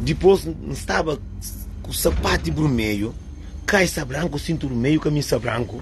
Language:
Kabuverdianu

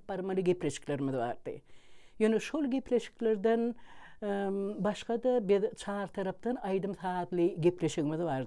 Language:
Turkmen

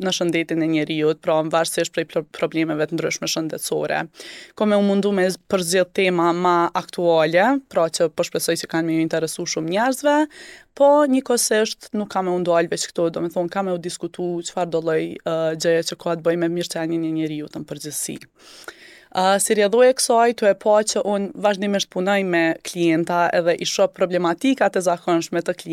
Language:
Albanian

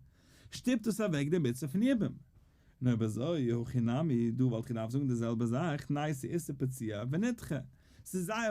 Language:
Yiddish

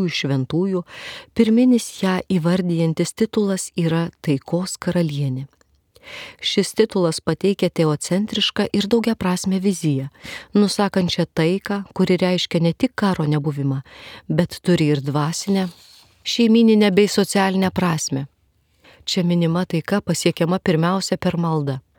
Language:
Lithuanian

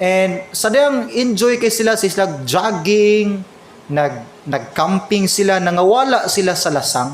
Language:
Cebuano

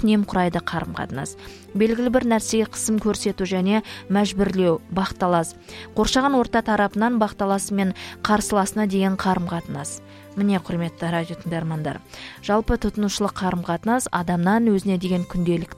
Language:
Kazakh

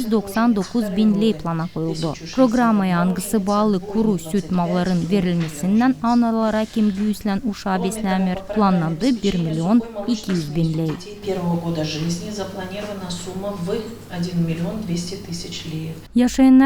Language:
Gagauz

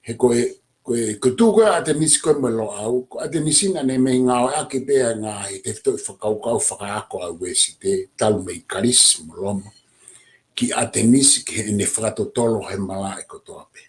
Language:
Tongan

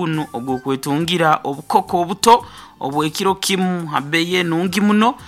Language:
Nyoro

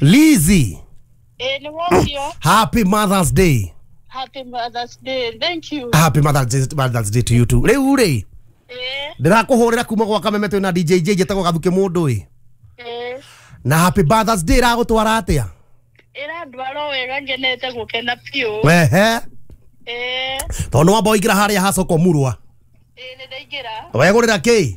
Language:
Kikuyu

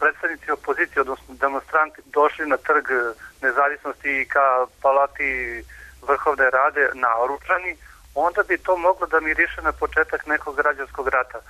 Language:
Serbian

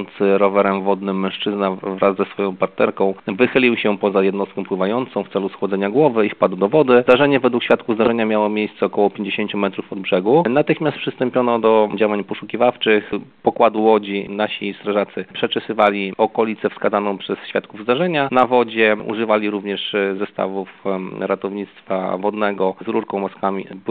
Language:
Polish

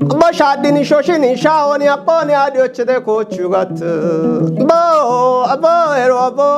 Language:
Kafa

